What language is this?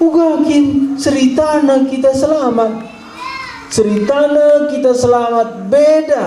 Batak Karo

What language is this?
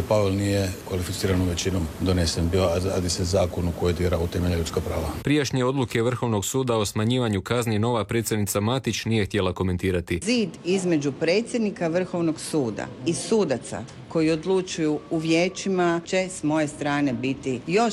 Croatian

